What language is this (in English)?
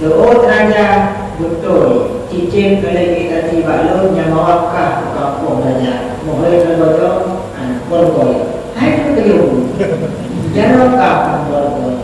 Achinese